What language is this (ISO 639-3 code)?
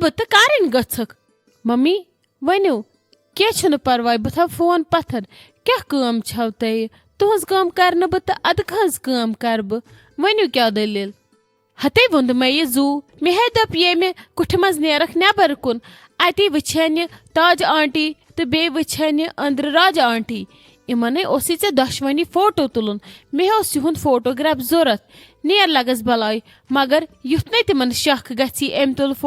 kas